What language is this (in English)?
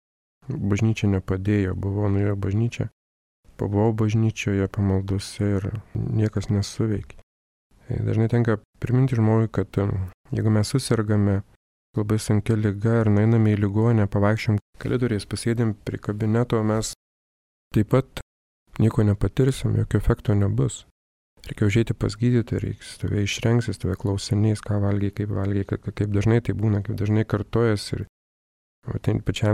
Lithuanian